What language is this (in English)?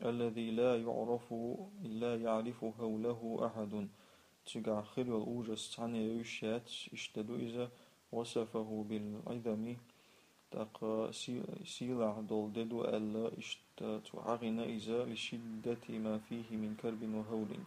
Chechen